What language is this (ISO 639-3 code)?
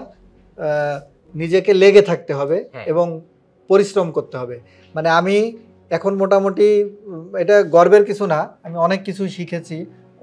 ben